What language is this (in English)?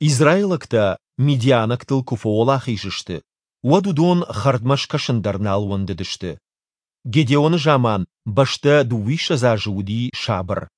Ossetic